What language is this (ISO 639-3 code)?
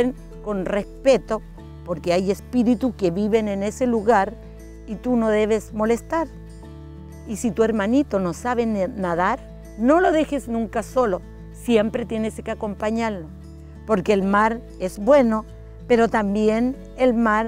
rap